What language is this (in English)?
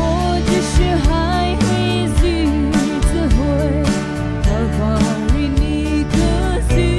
Poumei Naga